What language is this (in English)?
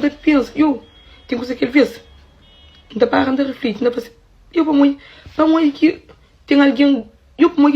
Kabuverdianu